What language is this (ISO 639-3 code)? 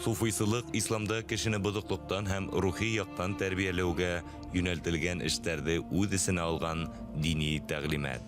bak